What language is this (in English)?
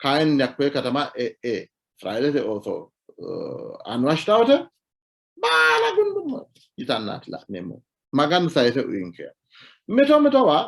Sidamo